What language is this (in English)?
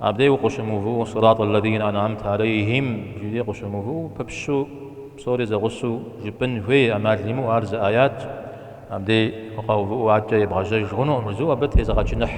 Kabardian